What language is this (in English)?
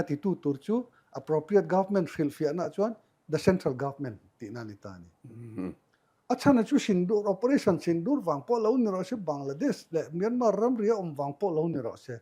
Mizo